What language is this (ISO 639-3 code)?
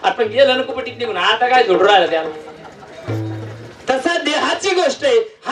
mar